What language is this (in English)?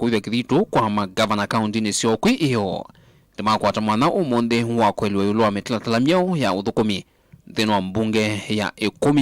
Kamba